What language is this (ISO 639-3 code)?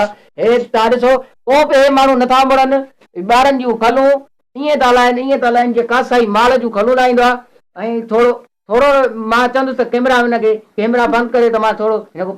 snd